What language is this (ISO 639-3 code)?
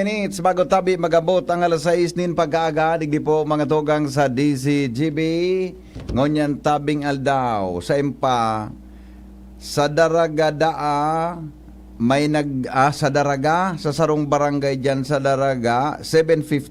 bik